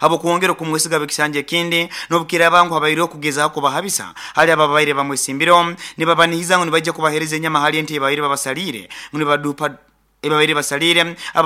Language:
Nyoro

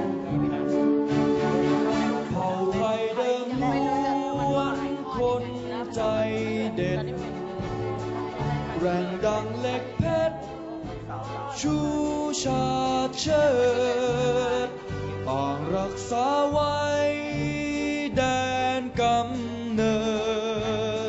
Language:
Thai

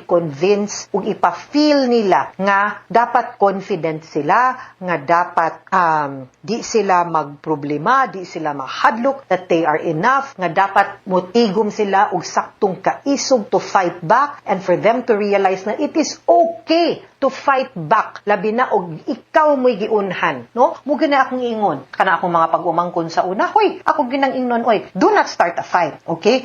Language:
Cebuano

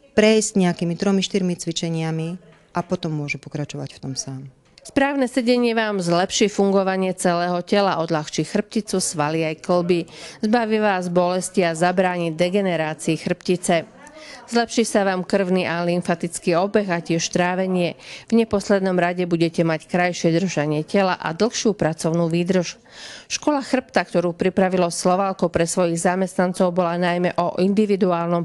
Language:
Slovak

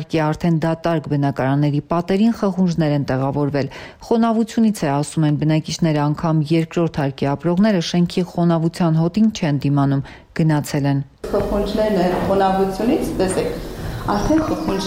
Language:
Armenian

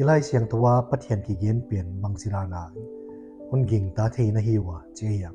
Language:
Paite Chin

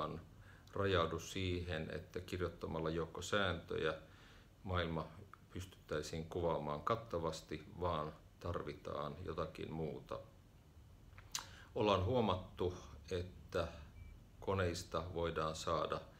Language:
Finnish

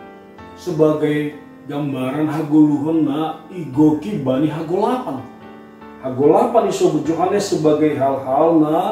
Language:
Batak Simalungun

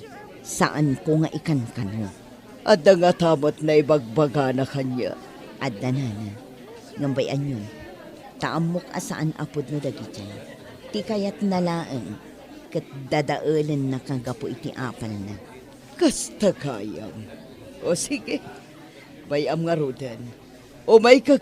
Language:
Iloko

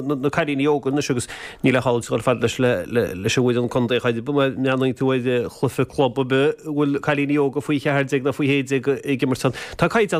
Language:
Irish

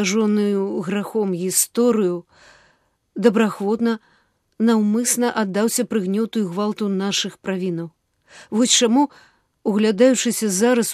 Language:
Belarusian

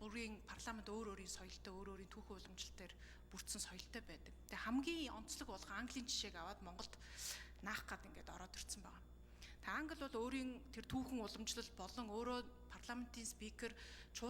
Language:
Mongolian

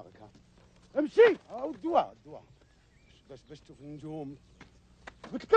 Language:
Algerian Arabic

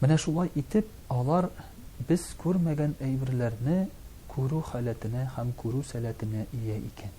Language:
Tatar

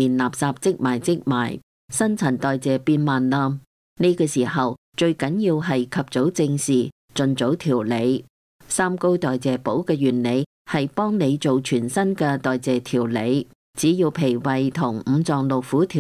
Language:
Cantonese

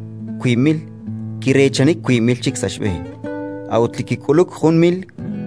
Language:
Kekchí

